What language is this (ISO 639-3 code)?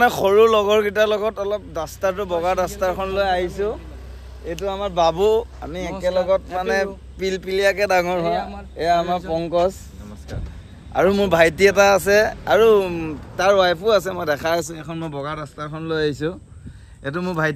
asm